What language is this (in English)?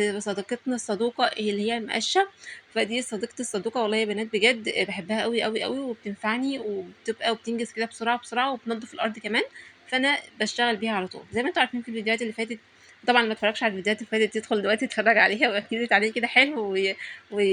Egyptian Arabic